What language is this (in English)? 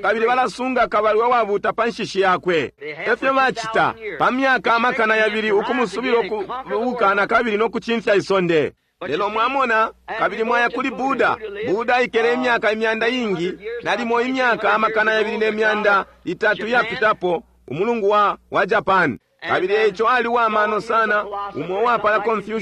Bemba